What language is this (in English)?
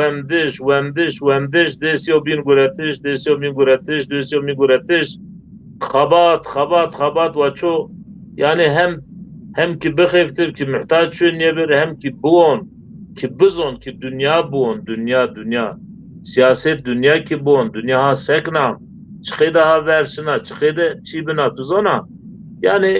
Zaza